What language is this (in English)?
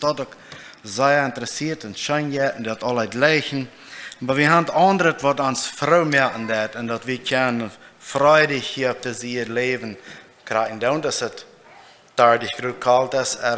Plautdietsch